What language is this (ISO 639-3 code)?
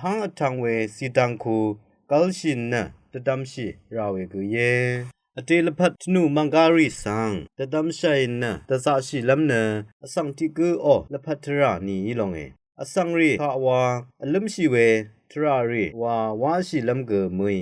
raw